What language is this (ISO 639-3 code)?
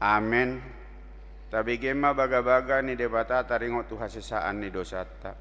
bbc